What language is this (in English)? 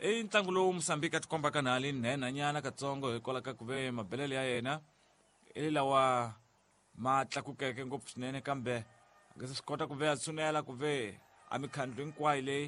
Tsonga